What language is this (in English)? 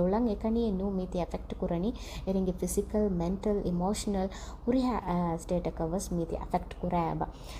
Divehi